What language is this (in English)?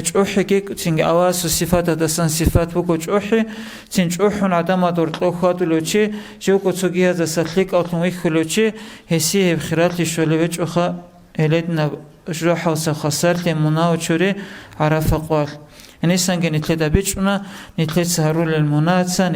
Avaric